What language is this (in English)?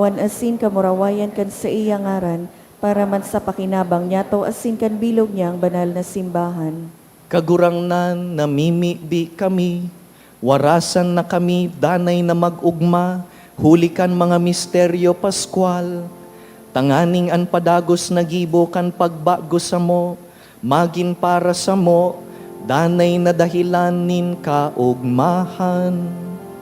Bikol